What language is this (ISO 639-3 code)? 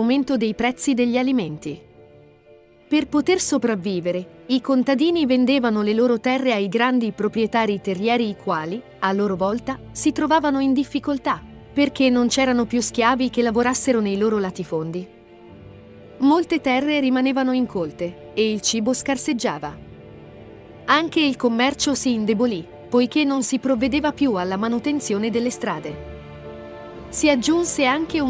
ita